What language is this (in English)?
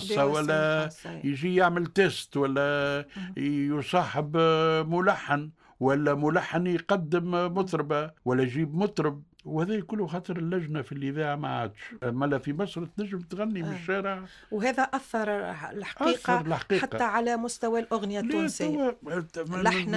Tunisian Arabic